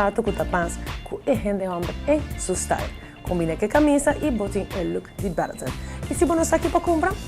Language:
Papiamento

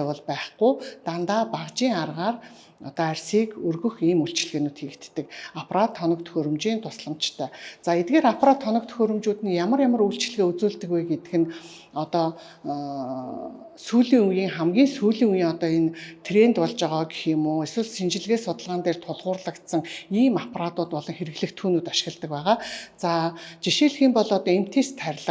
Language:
Mongolian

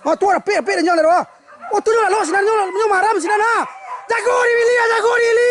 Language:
Minangkabau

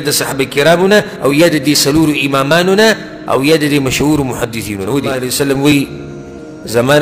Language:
Pashto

